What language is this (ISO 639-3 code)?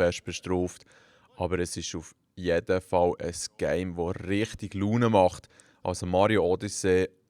gsw